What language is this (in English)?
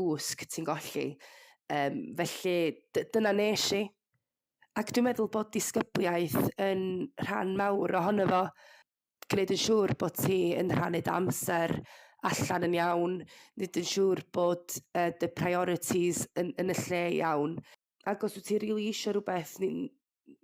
Welsh